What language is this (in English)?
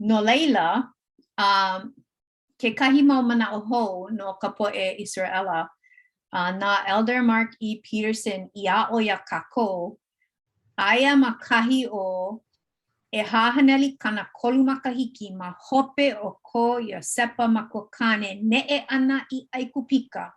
Hawaiian